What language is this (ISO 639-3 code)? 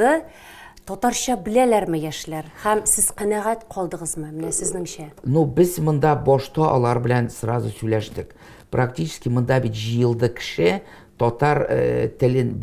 tat